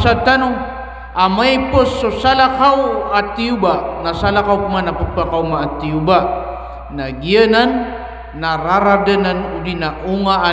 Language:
Maranao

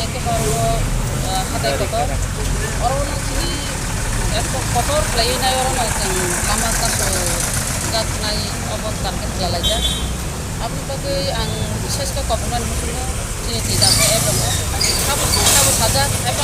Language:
Kok Borok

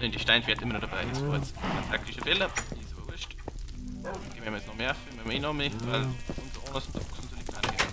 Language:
Bavarian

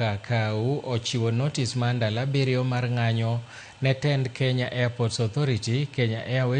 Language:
Luo (Kenya and Tanzania)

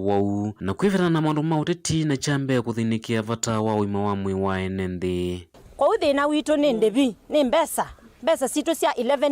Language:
Kamba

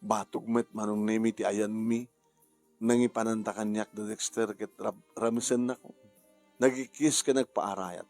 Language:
Iloko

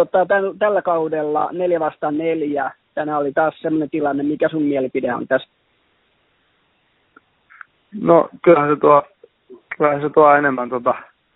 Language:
Finnish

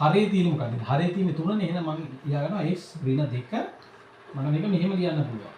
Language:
Sinhala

